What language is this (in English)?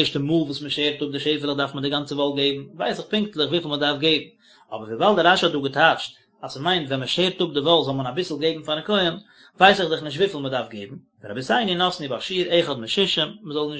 Yiddish